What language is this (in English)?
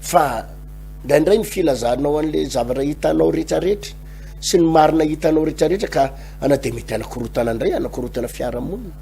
Malagasy